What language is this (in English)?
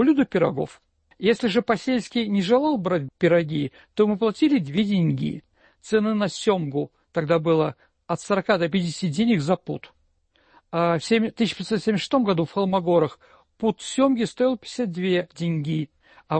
Russian